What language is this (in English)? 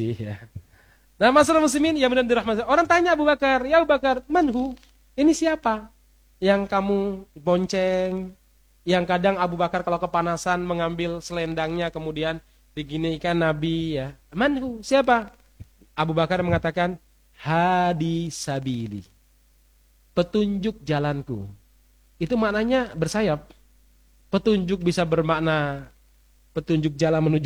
Indonesian